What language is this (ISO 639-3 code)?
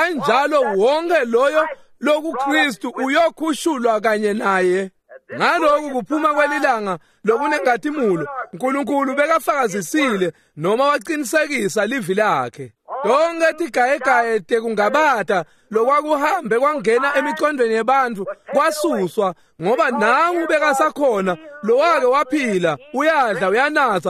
ssw